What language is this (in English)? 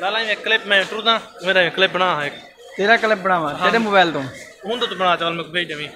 Saraiki